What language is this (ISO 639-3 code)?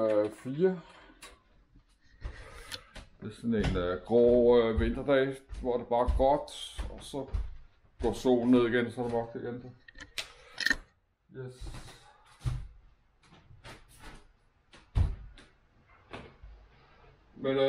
dan